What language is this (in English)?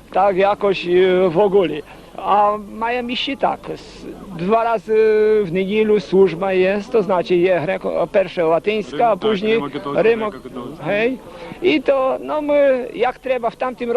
Rusyn